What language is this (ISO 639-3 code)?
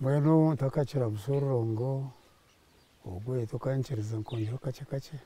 nyn